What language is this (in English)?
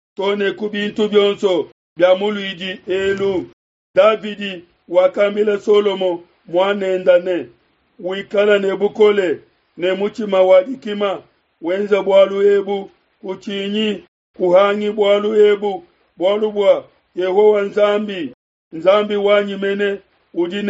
Luba-Lulua